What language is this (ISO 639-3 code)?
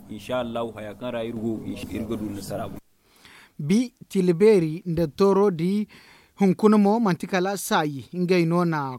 dje